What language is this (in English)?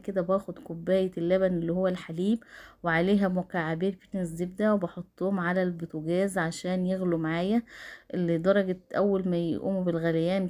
Egyptian Arabic